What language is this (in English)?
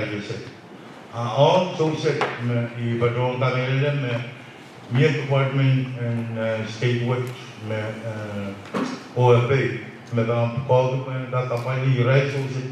Pohnpeian